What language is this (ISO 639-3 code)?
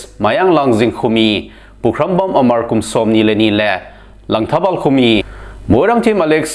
tcz